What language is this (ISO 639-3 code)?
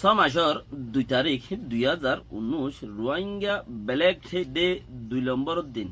rhg